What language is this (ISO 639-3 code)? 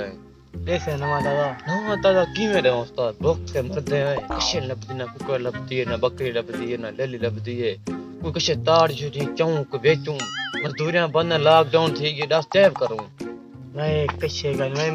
skr